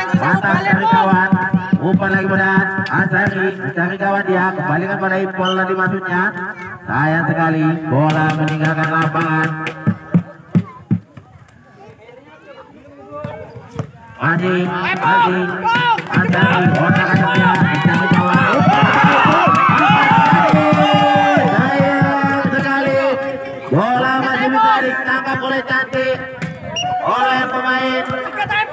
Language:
Indonesian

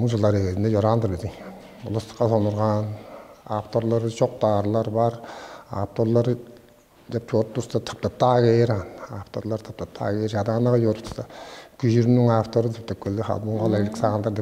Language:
Tuvinian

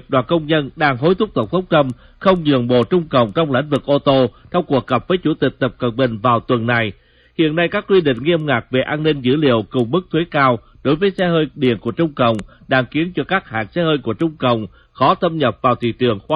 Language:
Vietnamese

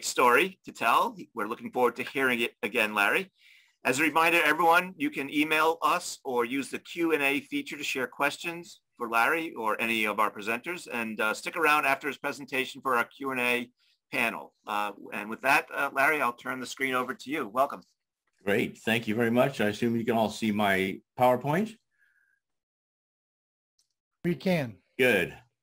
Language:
English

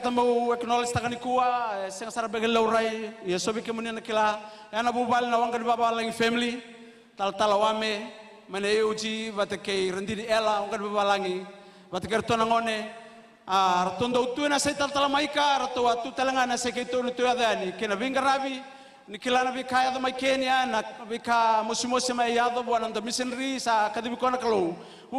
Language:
Fijian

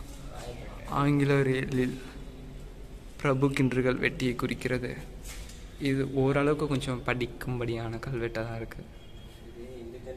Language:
Tamil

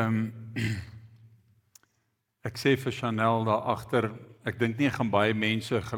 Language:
Afrikaans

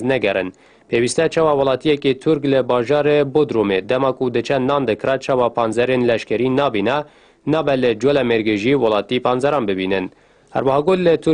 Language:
Kurdish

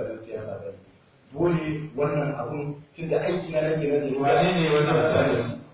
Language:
Hausa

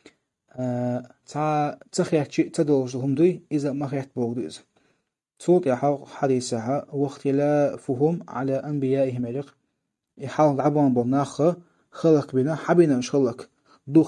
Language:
Chechen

